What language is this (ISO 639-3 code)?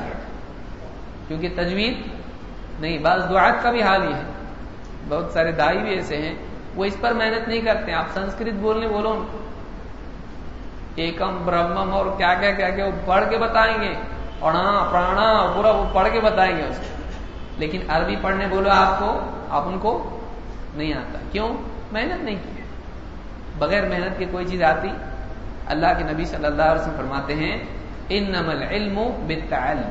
urd